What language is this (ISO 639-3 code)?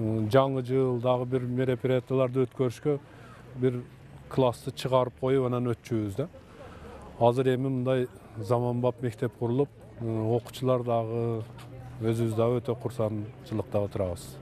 kir